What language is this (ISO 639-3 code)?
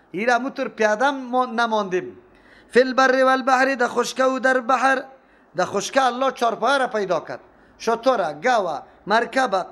fas